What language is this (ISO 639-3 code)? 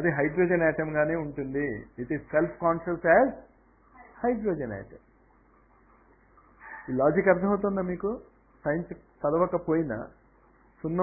tel